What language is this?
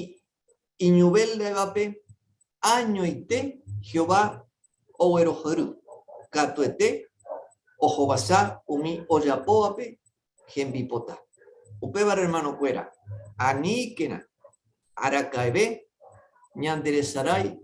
Guarani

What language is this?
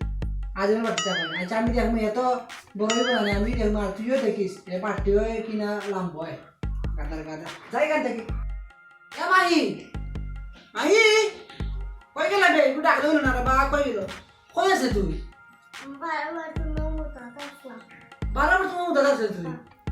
Sylheti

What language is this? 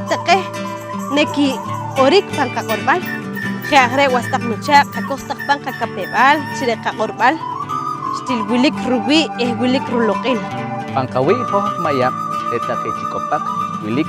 Poqomchi'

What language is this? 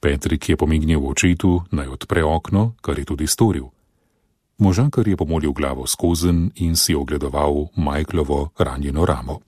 Slovenian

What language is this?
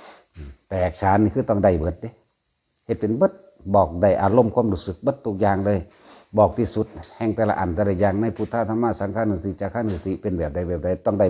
Northeastern Thai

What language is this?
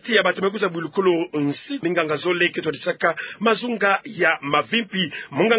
Kituba (Democratic Republic of Congo)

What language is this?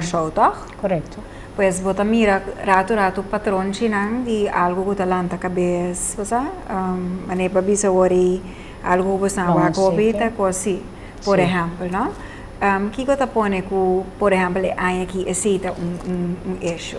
Papiamento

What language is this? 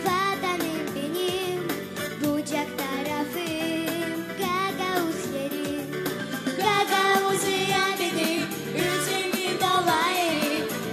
Gagauz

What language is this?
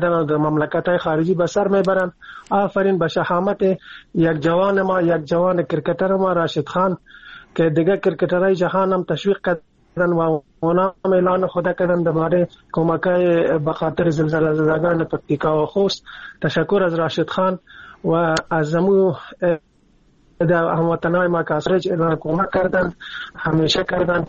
Persian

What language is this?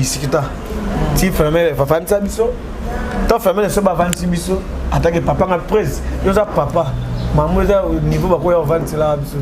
Lingala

